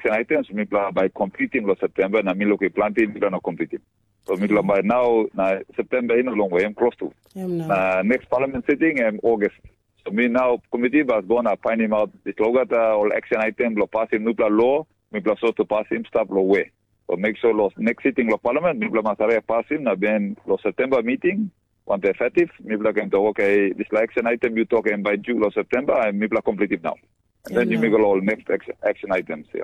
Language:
Tok Pisin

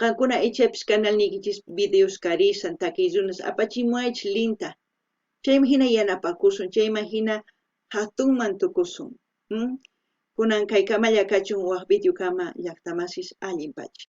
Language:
South Bolivian Quechua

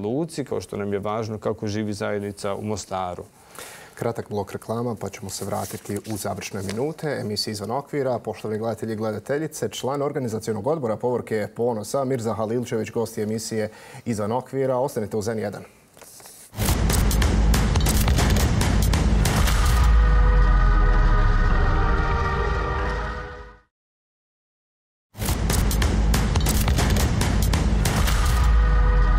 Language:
Bosnian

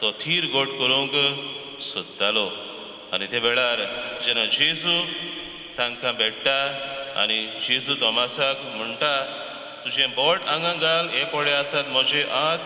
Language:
Konkani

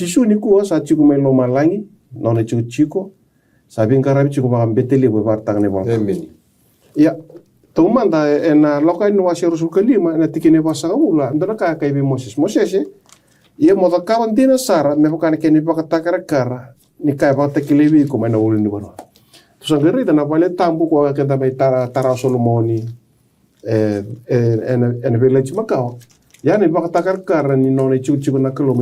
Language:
Fijian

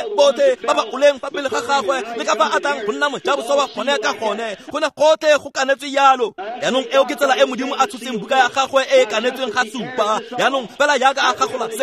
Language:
Tswana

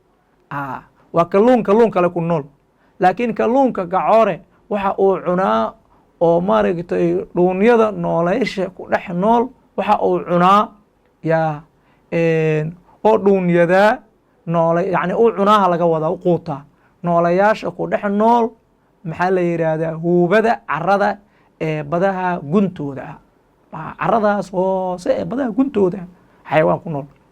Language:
Somali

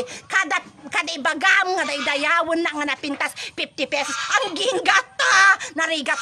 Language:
Iloko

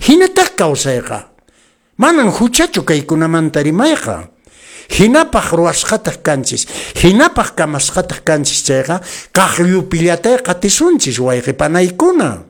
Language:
Quechua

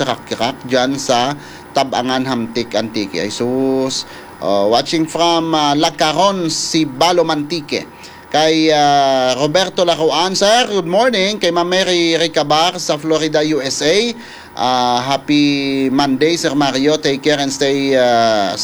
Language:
Hiligaynon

